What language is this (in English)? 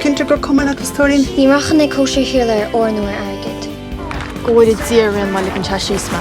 Irish